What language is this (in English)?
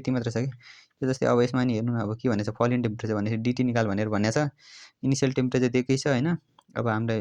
Nepali